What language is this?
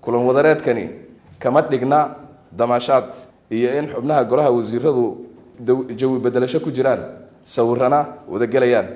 Somali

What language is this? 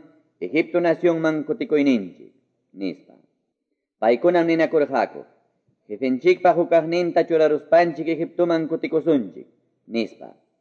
Quechua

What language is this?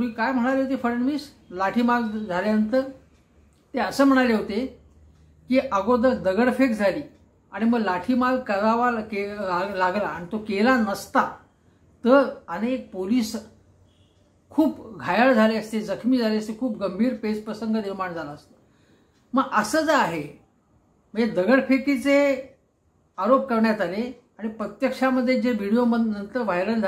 Marathi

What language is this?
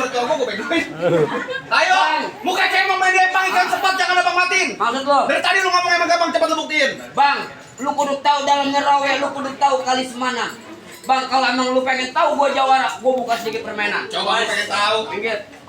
Betawi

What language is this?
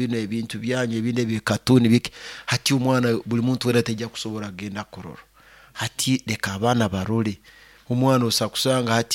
Nyoro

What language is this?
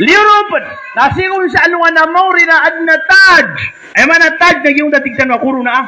Maranao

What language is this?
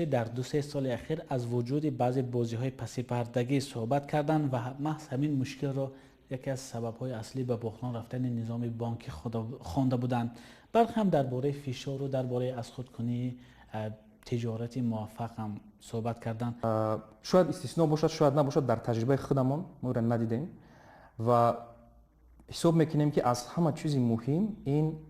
Tajik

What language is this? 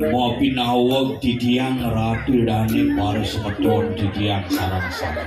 Balinese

